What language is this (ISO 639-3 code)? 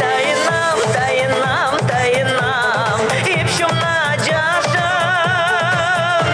chv